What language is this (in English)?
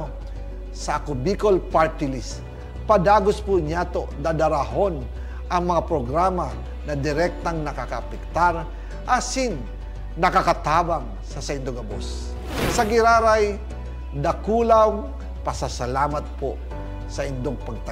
Bikol